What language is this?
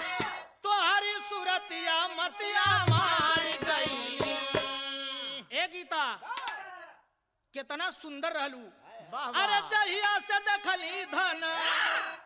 Bhojpuri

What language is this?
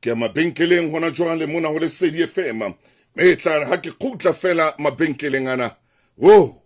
Southern Sotho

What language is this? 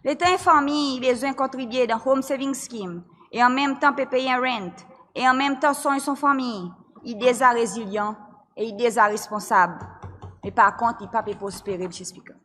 Seselwa Creole French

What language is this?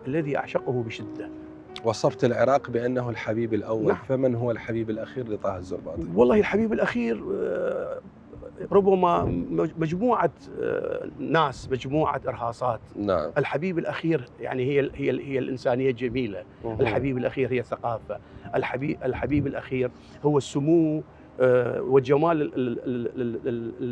Mesopotamian Arabic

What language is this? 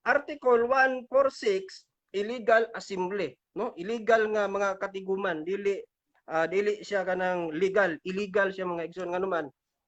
Cebuano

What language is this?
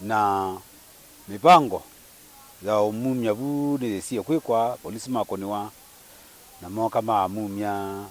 Kamba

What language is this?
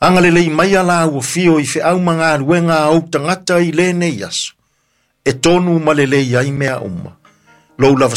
Samoan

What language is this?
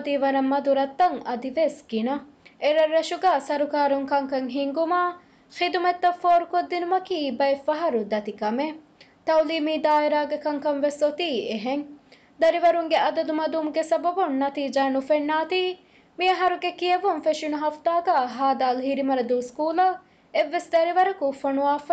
Divehi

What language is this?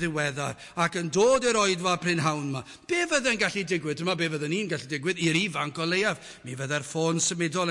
Welsh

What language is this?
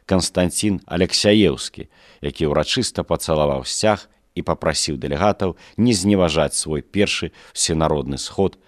Belarusian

